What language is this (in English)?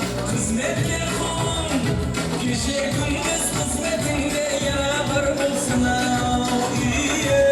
Kara-Kalpak